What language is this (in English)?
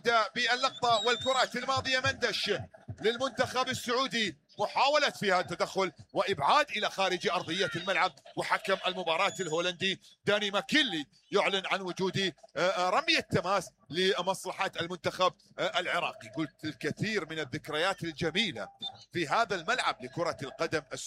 Mesopotamian Arabic